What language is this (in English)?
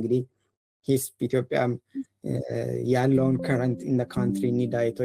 Amharic